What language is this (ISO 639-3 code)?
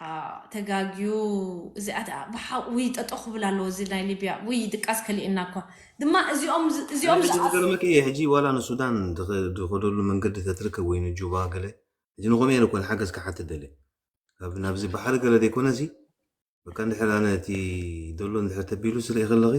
tir